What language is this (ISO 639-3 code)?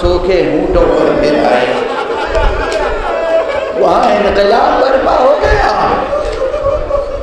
urd